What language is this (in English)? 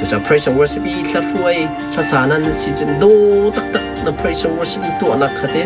Hakha Chin